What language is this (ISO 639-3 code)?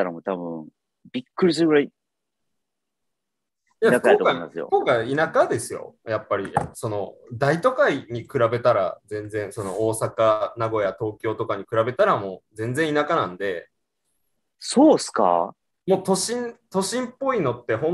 jpn